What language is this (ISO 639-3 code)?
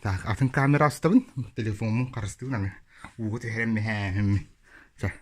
sah